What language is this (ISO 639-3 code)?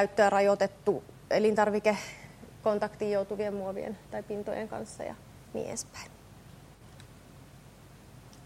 fin